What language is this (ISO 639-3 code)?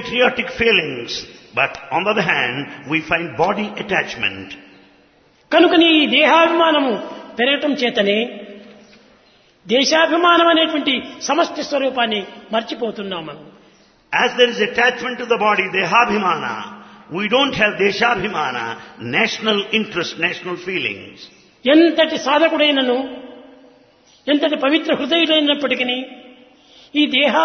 tel